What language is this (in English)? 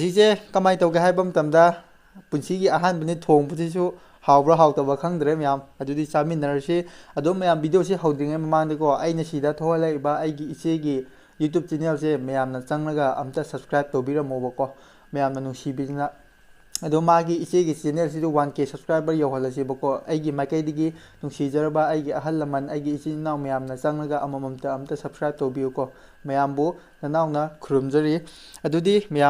Manipuri